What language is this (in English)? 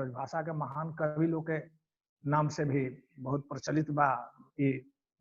Bhojpuri